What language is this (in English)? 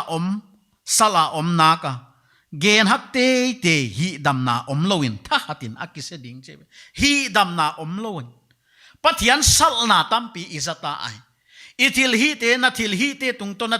Paite Chin